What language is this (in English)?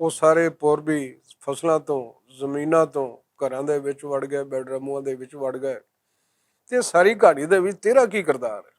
Western Panjabi